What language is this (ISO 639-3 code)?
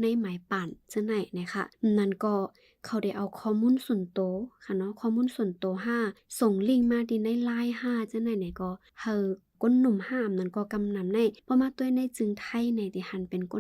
shn